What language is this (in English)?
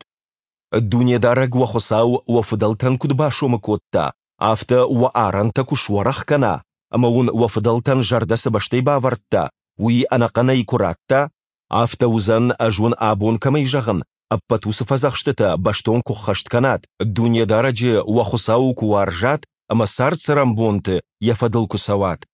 Ossetic